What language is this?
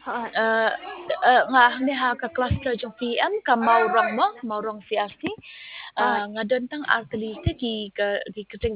Khasi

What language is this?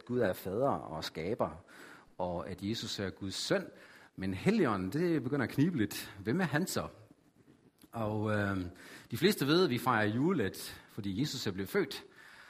Danish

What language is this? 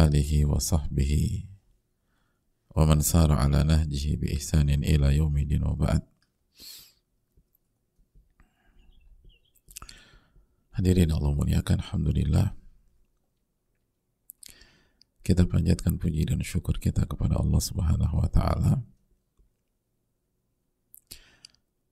Indonesian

